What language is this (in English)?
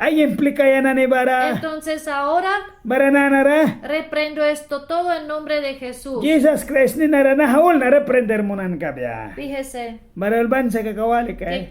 Mískito